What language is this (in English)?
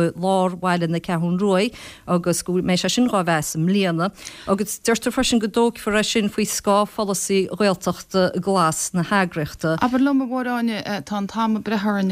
Irish